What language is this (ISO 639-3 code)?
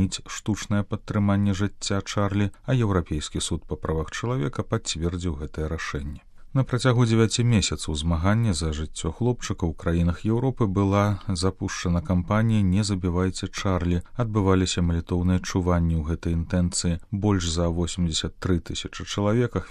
bel